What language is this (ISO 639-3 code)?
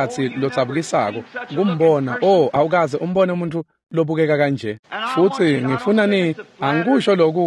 ssw